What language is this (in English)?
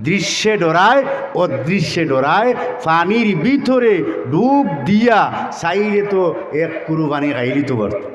Sylheti